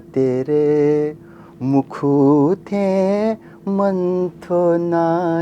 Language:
Newari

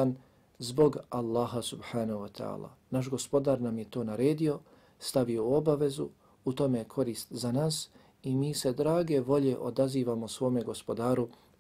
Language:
Bosnian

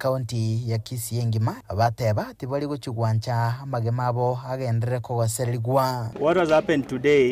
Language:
Gusii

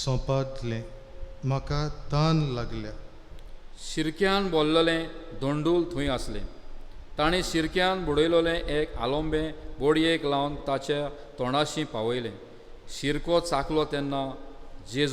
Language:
Konkani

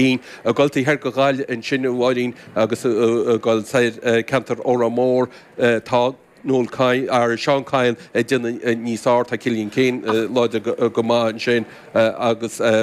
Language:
Irish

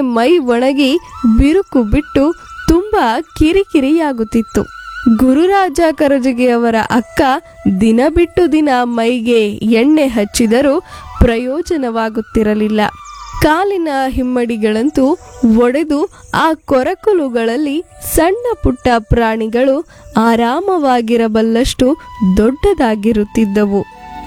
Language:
Kannada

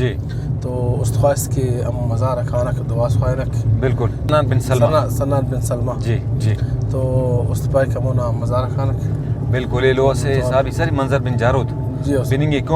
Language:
Brahui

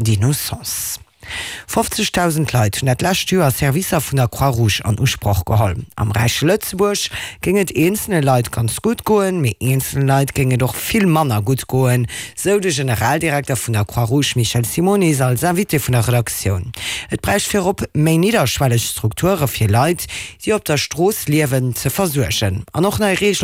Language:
Luxembourgish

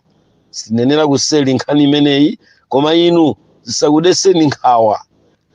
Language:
Nyanja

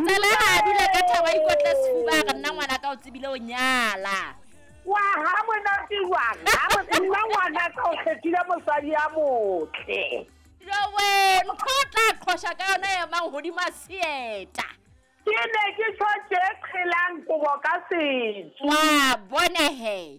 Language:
Southern Sotho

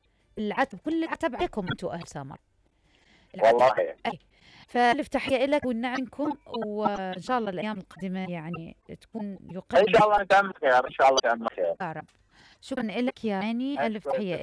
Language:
Mesopotamian Arabic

